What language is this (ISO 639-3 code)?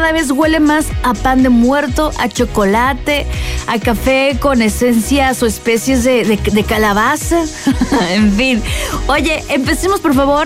spa